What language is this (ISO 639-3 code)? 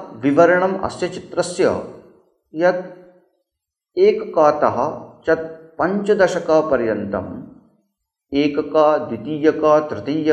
san